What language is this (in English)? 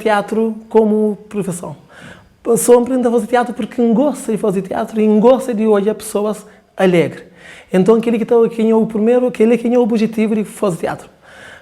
Kabuverdianu